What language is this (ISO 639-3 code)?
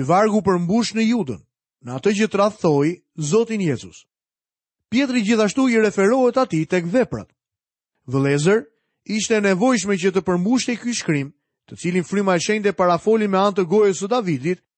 sqi